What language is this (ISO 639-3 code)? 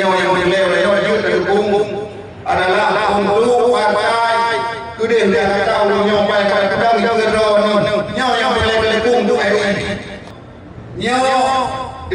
ace